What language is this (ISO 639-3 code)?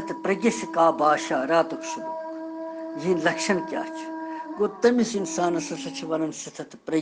kas